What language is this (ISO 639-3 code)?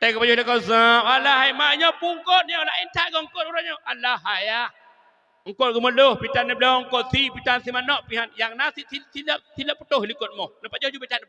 ace